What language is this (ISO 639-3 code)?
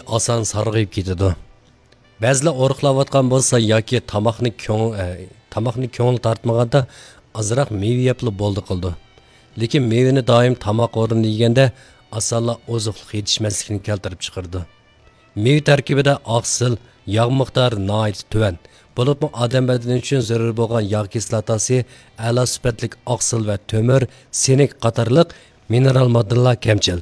uig